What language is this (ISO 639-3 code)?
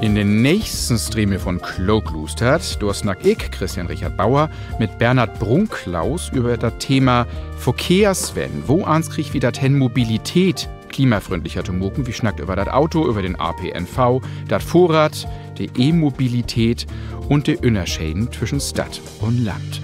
nds